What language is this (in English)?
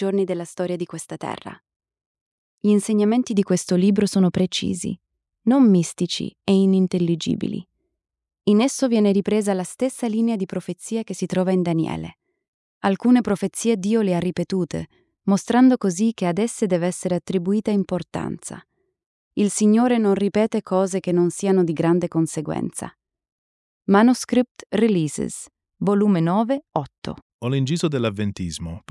Italian